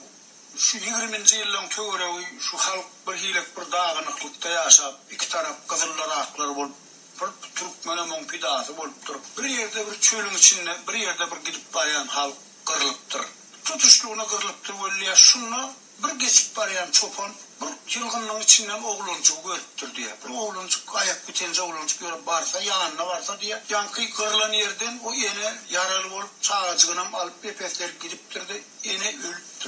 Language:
Turkmen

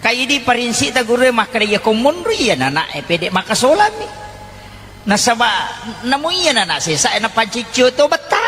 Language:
Buginese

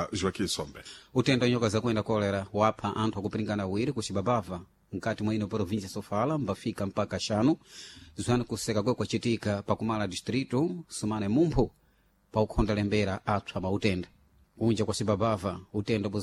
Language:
Sena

